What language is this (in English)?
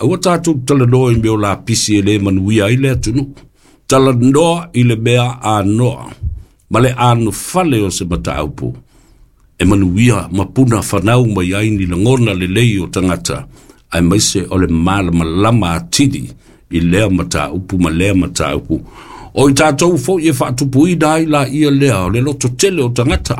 Samoan